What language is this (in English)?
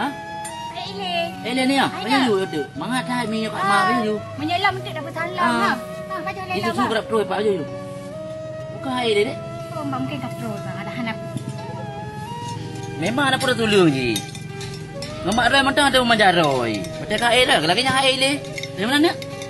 Achinese